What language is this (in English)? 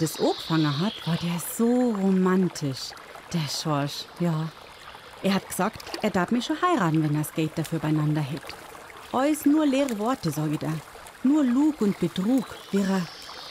Bavarian